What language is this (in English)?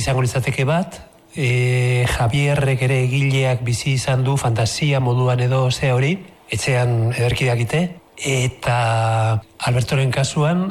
Basque